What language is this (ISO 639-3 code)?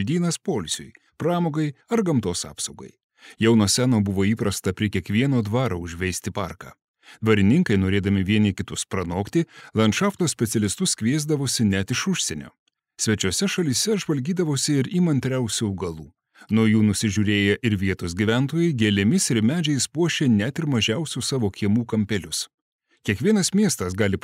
lit